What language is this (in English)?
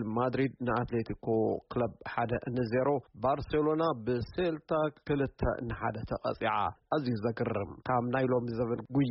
Tigrinya